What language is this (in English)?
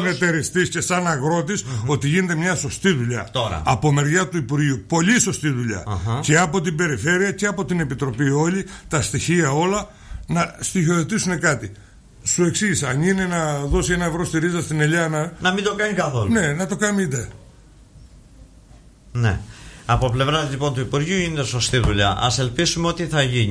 Greek